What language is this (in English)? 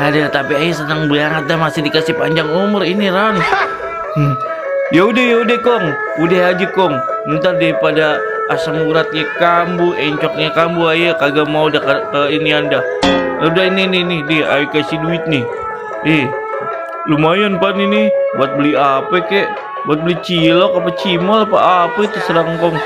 Betawi